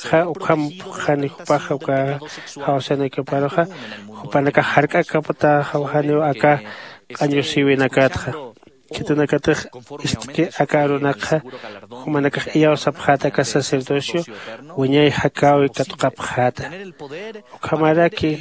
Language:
Aymara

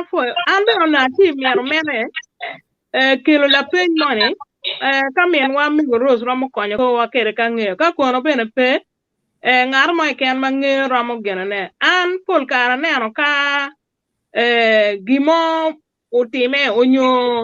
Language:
Acoli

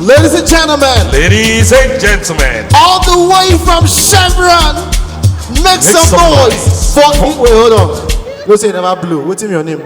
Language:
Nigerian Pidgin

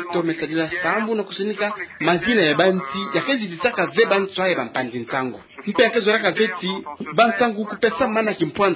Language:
Kituba (Democratic Republic of Congo)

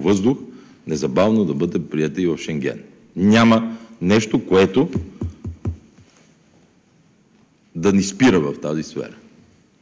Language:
Bulgarian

